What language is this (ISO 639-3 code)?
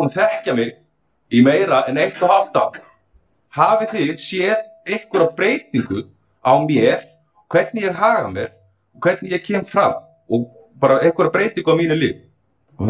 isl